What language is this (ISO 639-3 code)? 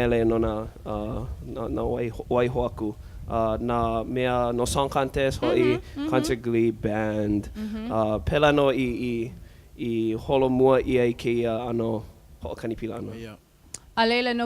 haw